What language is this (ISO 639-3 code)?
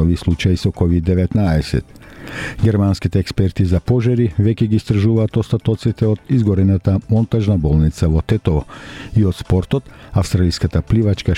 mkd